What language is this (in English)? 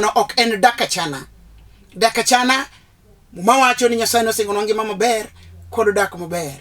Luo (Kenya and Tanzania)